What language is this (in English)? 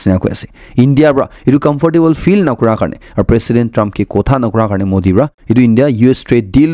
Naga Pidgin